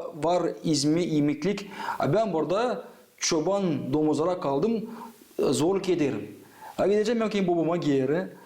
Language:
Gagauz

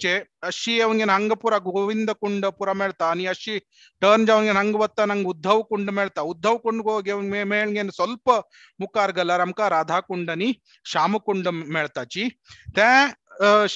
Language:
Konkani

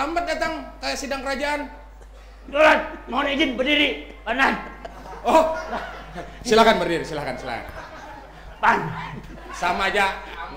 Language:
Banjar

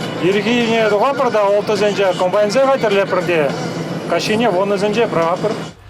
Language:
Chuvash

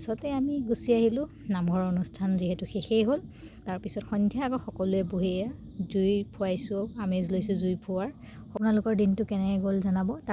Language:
Assamese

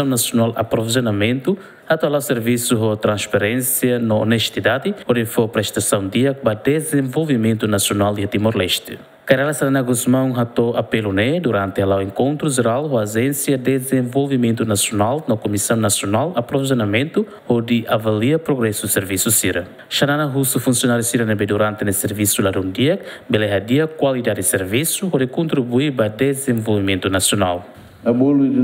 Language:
Tetum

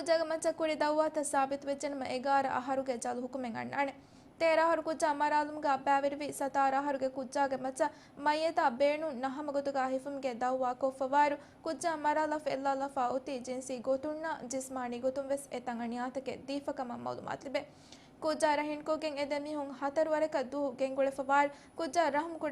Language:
Divehi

